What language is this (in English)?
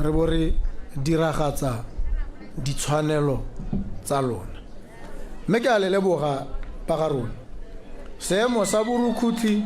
Tswana